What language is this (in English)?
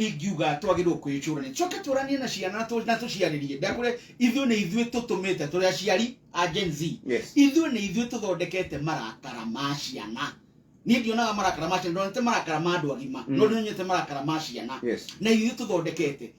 Kikuyu